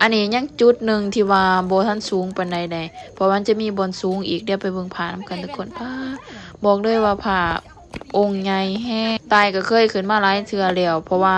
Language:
Lao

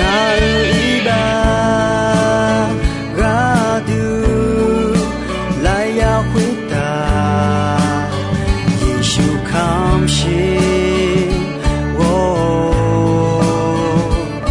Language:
Akha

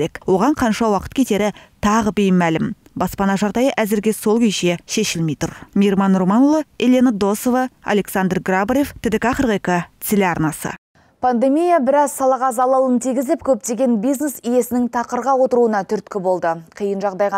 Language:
Kazakh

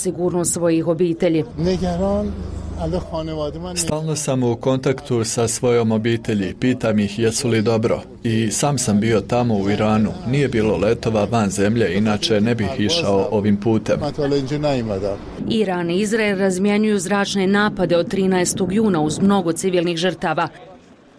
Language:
Bosnian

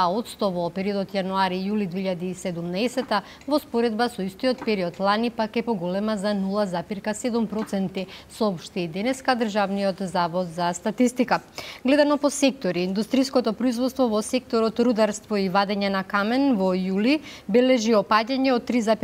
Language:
Macedonian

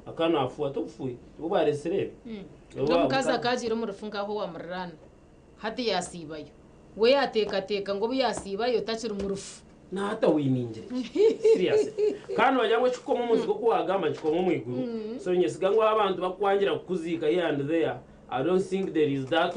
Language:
Nyankole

